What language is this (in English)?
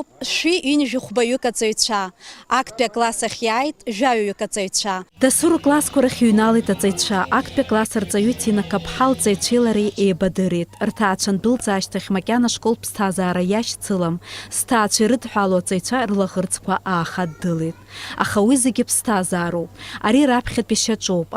Abkhazian